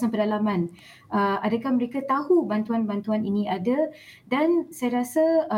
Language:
Malay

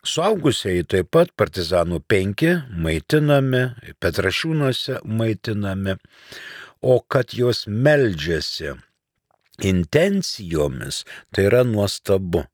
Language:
Lithuanian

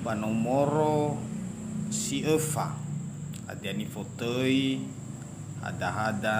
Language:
Nias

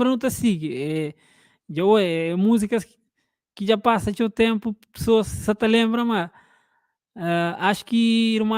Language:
Kabuverdianu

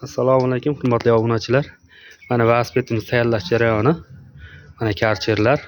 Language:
Uzbek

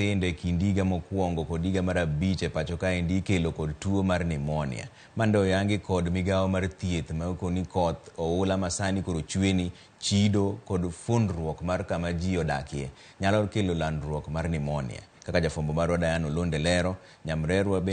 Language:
Luo (Kenya and Tanzania)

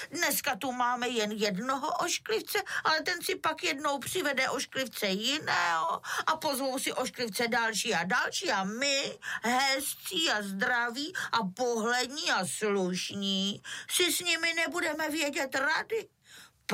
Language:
Czech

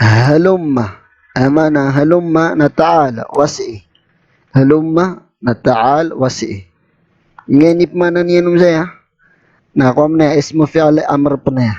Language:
Maranao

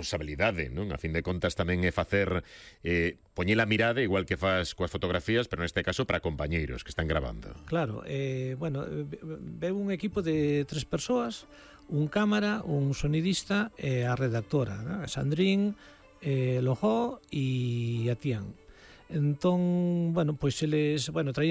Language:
Galician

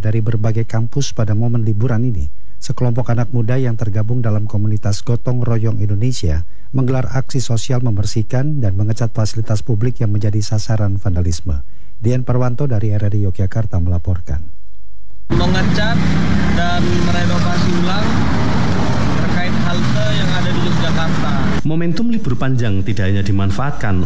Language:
Indonesian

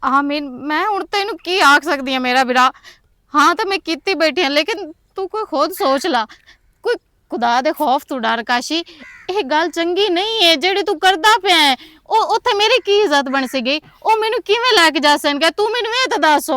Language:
Western Panjabi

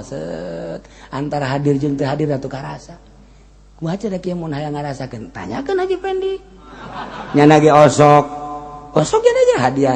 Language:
Sundanese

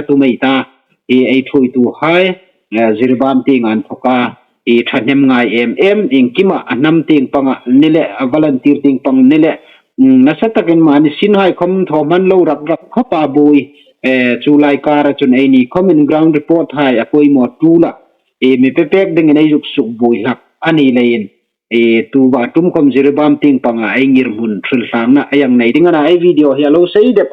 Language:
Hmar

